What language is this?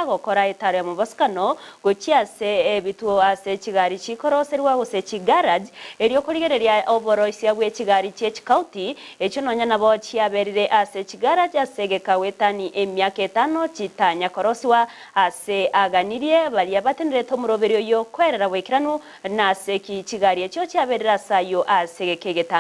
Gusii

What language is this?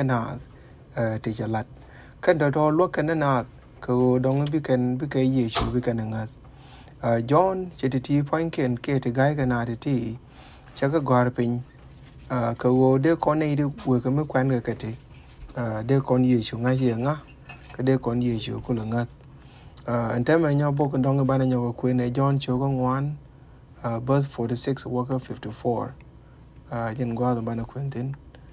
Nuer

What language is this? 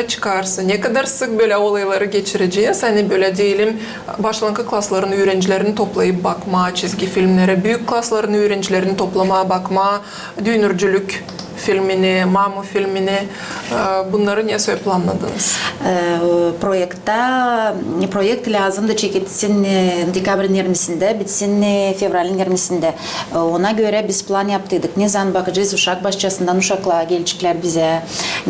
Gagauz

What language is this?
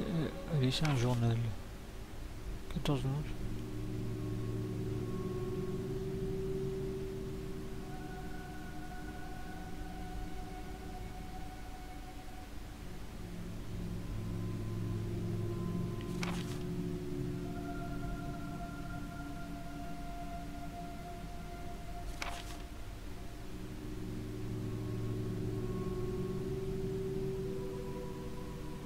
French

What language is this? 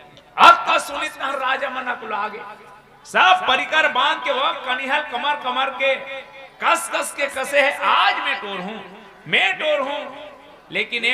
Chhattisgarhi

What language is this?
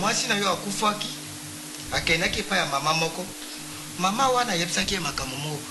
Lingala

